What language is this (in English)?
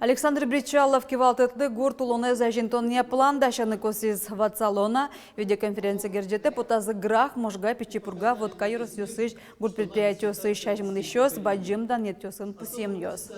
Udmurt